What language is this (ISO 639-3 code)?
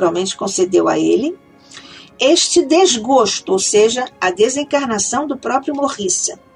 por